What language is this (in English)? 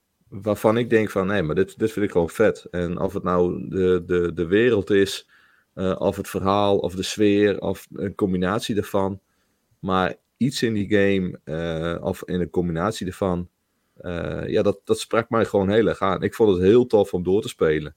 Dutch